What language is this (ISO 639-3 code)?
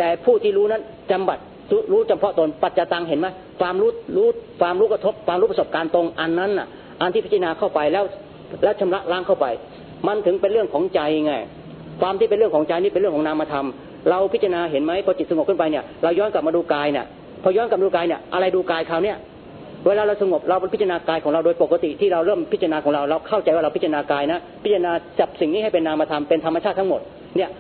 tha